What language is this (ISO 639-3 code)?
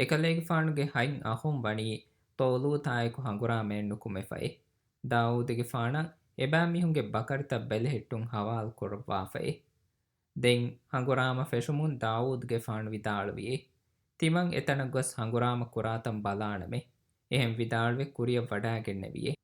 div